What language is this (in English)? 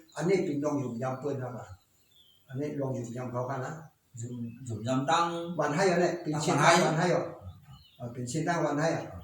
Shan